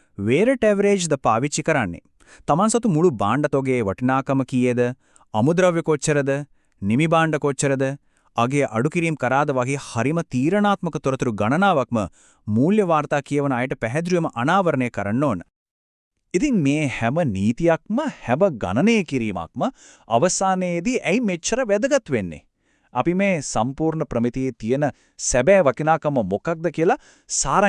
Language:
Sinhala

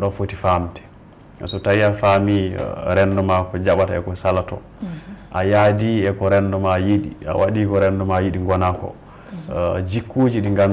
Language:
Fula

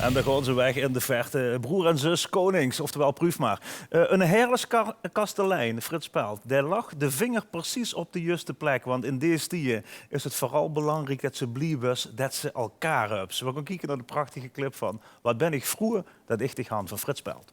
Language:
Limburgish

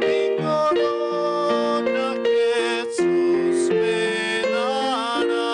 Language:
Aymara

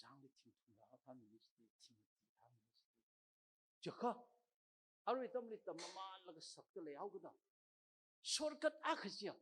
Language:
Tangkhul Naga (India)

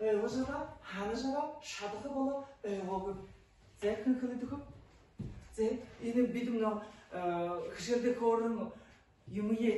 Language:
Buriat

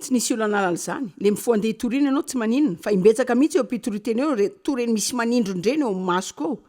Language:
Malagasy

